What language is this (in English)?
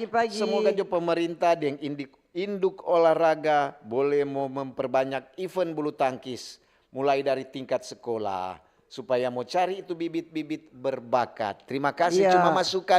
Manado Malay